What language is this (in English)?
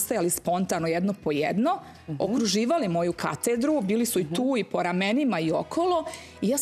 Serbian